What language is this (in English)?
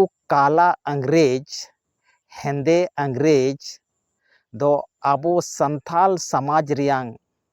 Santali